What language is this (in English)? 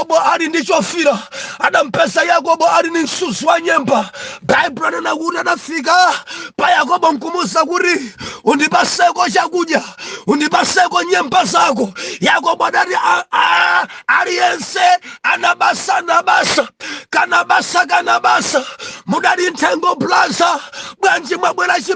Nyanja